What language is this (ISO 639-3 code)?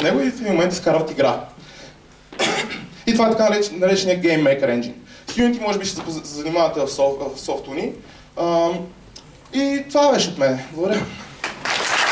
bul